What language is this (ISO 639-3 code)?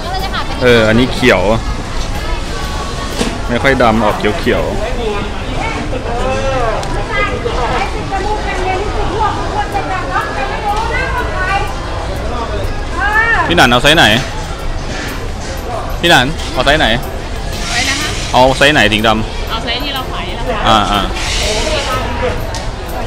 tha